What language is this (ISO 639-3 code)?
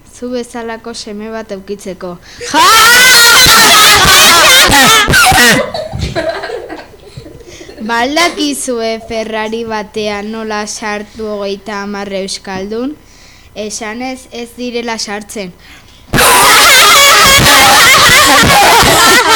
eus